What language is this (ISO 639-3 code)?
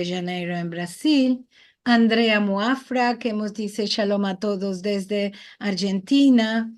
lad